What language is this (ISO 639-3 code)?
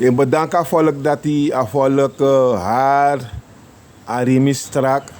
srn